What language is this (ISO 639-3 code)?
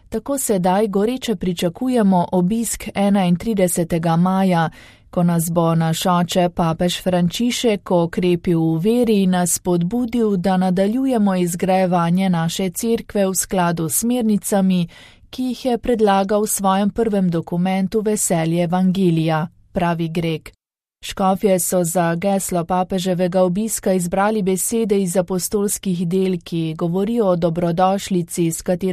slv